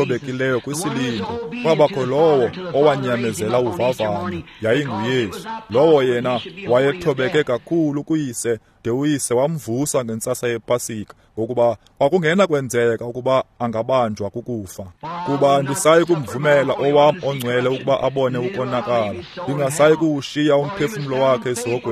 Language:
Xhosa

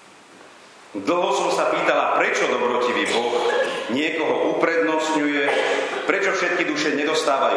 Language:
Slovak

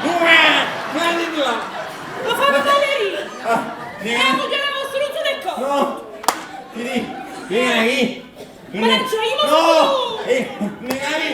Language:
Neapolitan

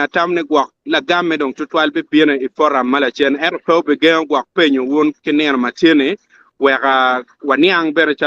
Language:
Acoli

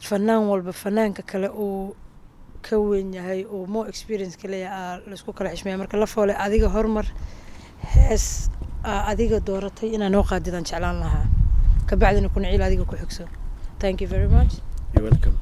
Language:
Somali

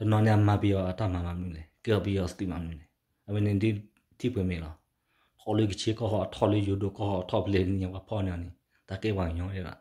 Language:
S'gaw Karen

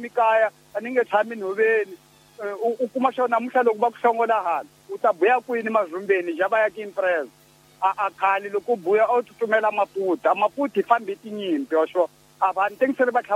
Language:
Tsonga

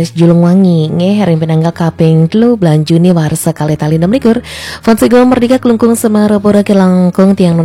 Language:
Balinese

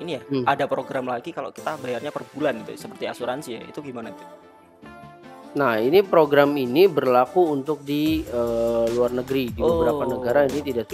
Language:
Indonesian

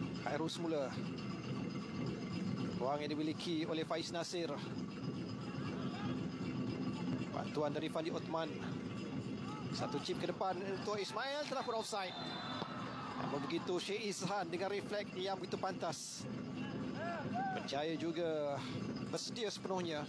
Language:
Malay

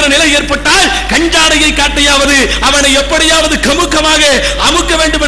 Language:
Tamil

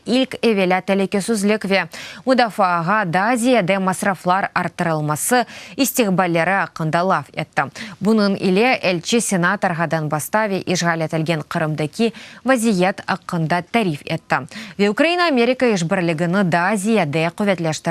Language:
Crimean Tatar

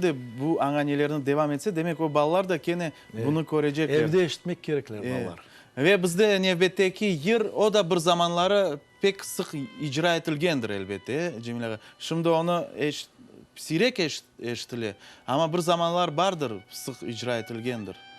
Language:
Crimean Tatar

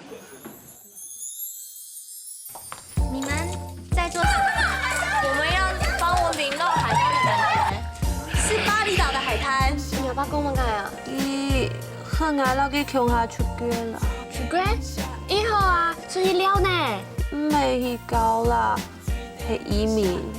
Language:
Hakka Chinese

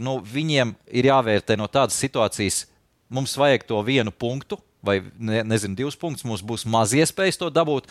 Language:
Latvian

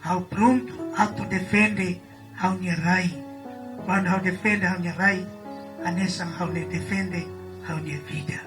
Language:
Tetum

